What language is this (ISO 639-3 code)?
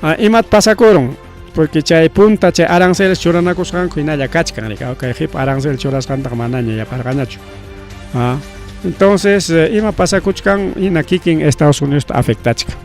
quy